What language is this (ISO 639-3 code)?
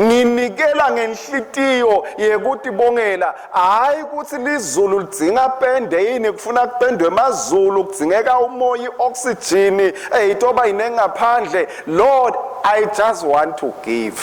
ssw